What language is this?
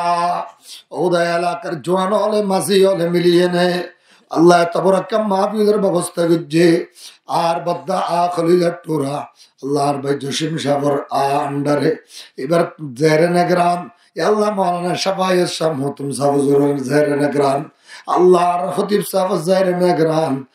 Rohingya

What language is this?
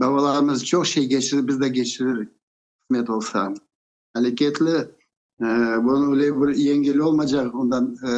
Crimean Tatar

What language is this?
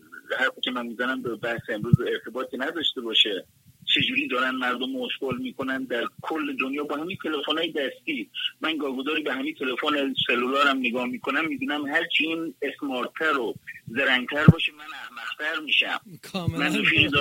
Persian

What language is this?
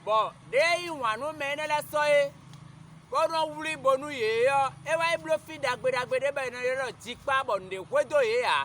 Fon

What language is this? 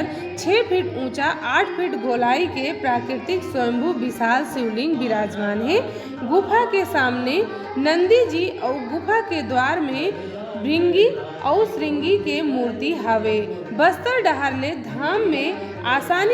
Chhattisgarhi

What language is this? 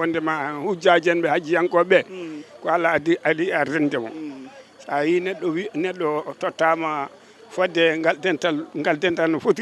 Fula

